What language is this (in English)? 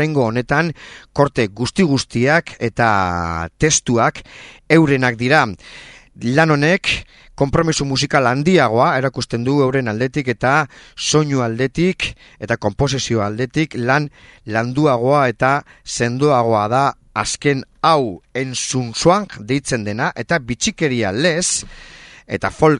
Basque